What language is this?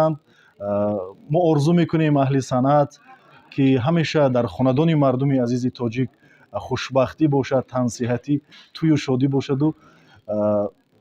Tajik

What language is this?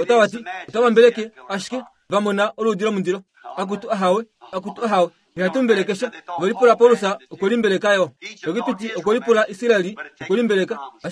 Kuanyama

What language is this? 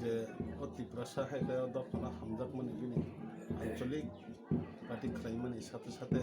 Kok Borok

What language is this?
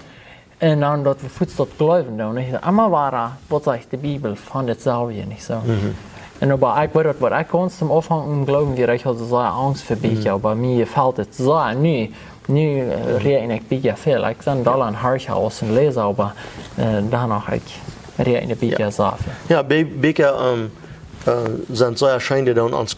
Plautdietsch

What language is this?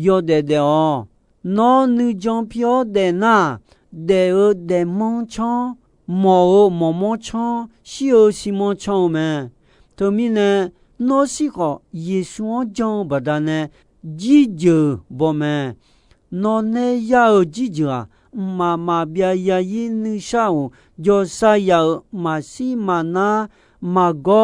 Akha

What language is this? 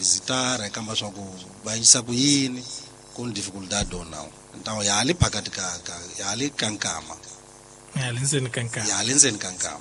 Tsonga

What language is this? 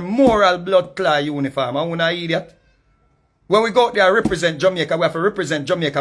Jamaican Creole English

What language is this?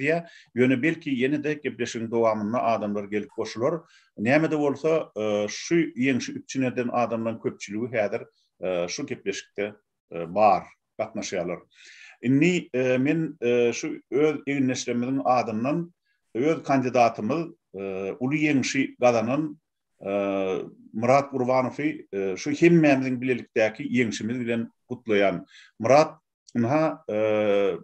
Turkmen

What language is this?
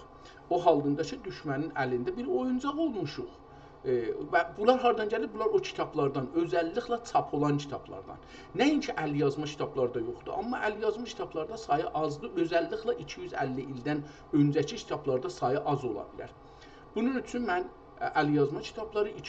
South Azerbaijani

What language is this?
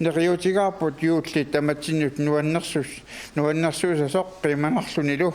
Kalaallisut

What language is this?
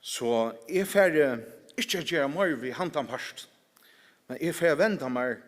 Faroese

